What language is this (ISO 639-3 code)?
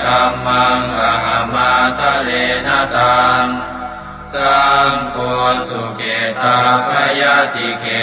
pli